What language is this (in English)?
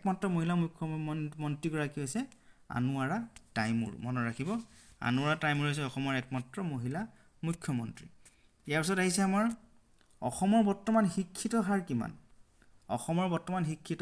Assamese